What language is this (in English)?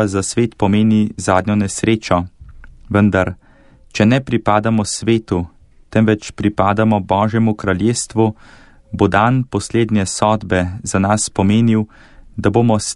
Slovenian